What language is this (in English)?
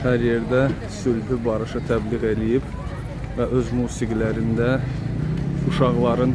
Azerbaijani